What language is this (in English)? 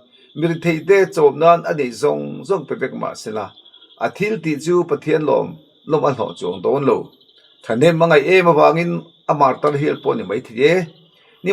Mizo